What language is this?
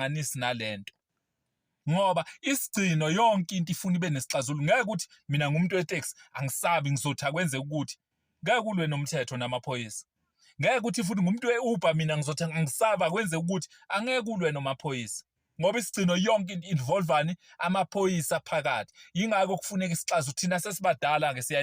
Zulu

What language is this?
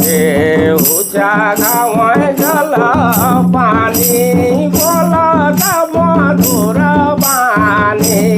Sadri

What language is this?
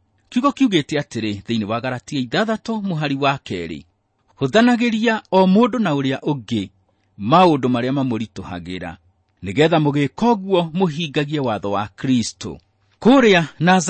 Kikuyu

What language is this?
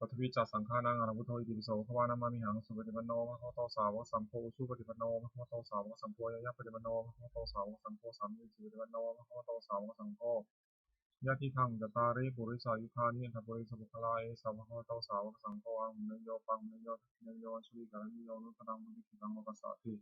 Pali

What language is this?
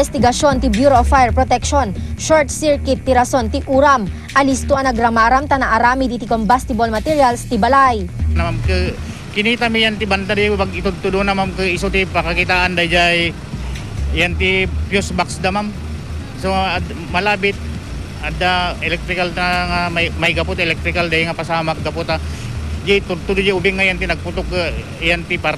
Iloko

